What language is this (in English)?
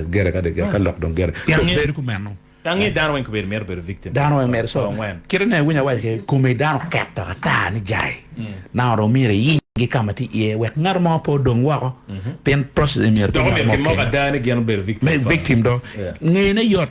Acoli